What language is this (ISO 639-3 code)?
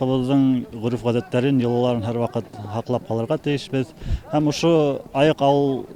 bak